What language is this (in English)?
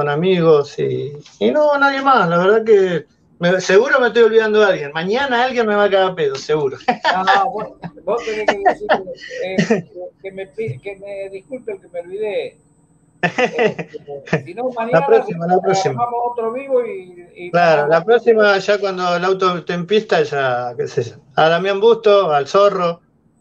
Spanish